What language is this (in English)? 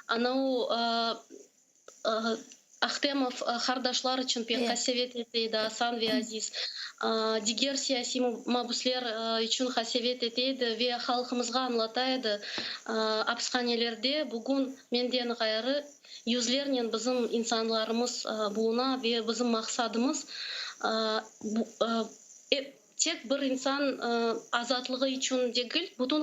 Crimean Tatar